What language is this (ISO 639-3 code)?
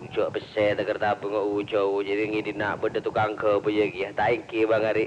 mad